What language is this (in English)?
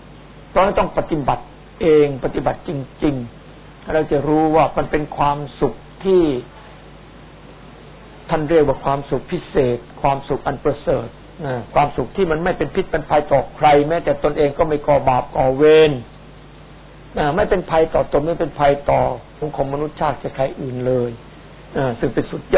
Thai